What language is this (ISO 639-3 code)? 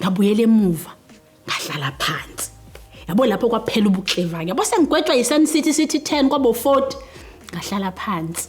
zul